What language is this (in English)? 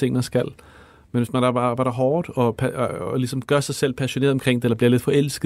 Danish